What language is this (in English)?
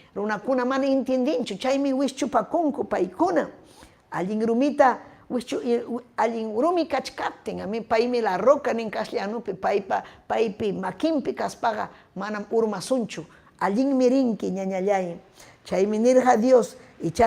Ayacucho Quechua